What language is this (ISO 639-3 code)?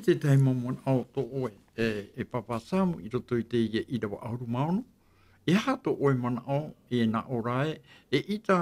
tah